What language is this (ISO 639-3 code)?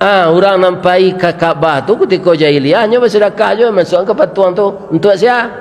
min